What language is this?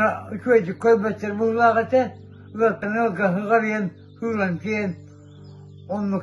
Yakut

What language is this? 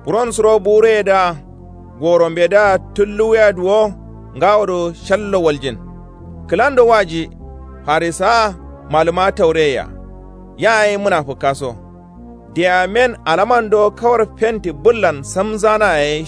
Kanuri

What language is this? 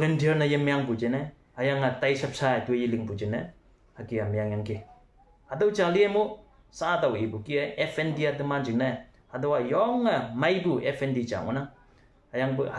Konyak Naga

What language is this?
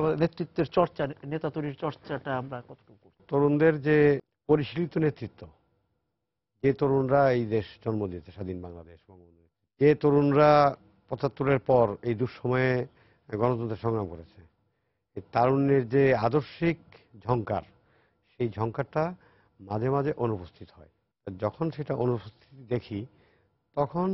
Bangla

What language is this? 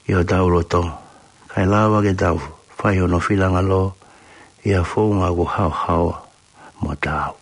Tongan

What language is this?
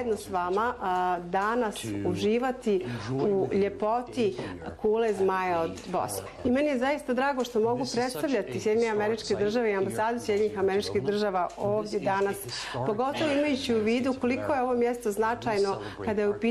Bosnian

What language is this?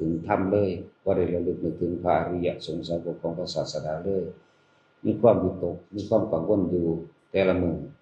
Northeastern Thai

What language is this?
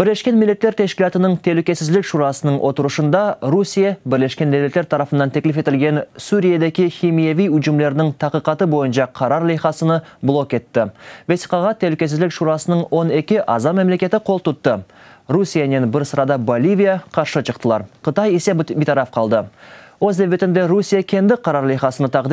Crimean Tatar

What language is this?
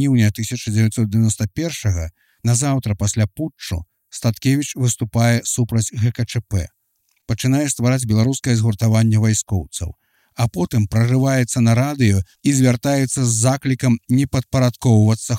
Belarusian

